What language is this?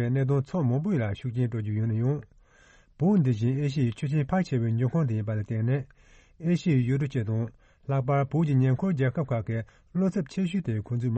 Tibetan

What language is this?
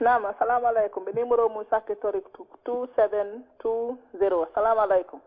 Fula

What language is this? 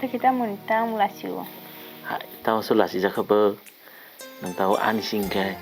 Kok Borok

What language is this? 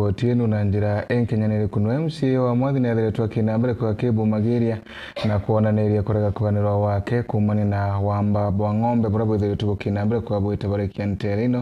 Meru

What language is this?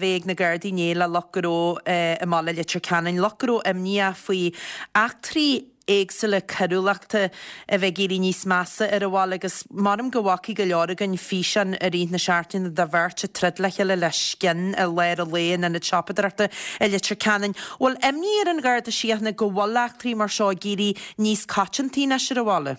Irish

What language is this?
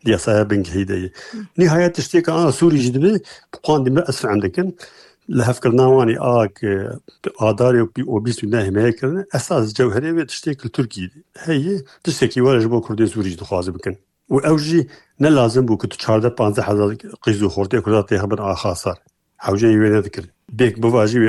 Kurdish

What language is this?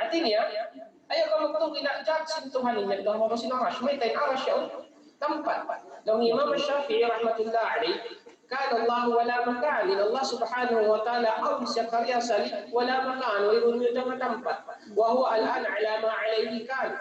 Tausug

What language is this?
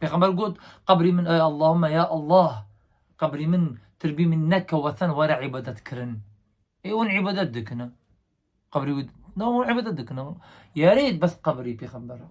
Kurdish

